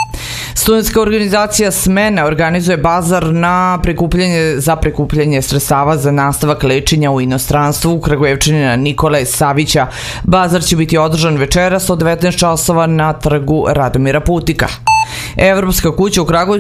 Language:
Serbian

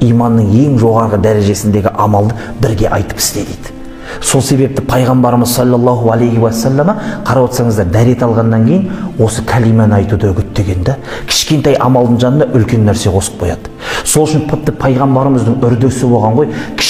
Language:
Kazakh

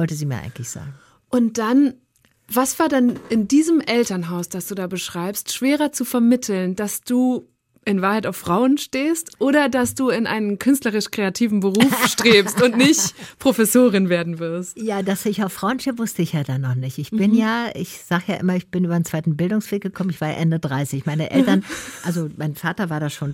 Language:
German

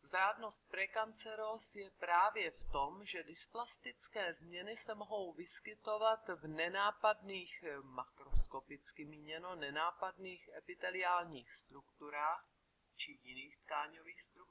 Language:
Czech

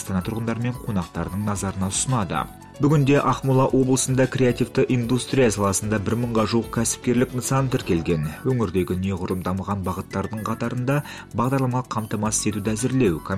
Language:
Kazakh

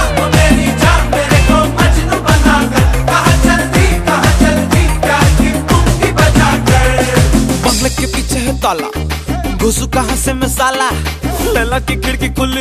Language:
Hindi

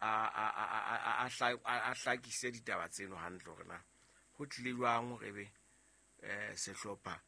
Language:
Southern Sotho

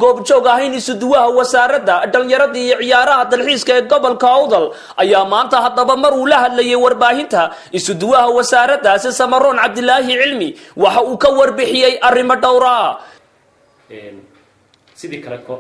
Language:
Somali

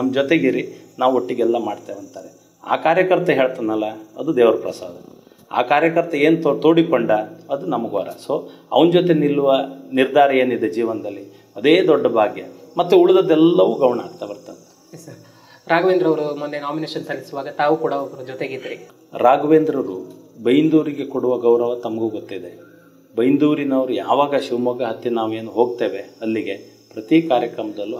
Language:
Kannada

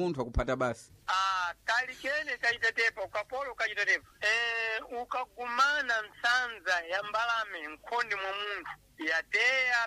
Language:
Sena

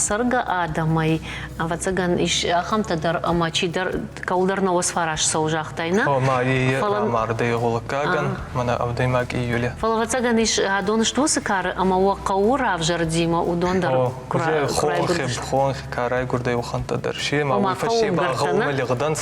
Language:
Ossetic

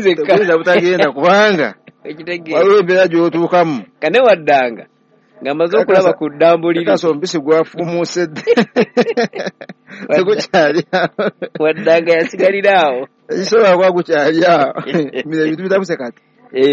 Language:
Ganda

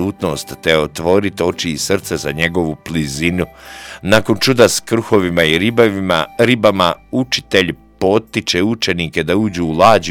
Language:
Croatian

